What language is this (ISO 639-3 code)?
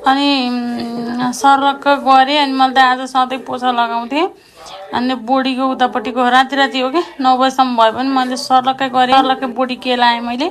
nep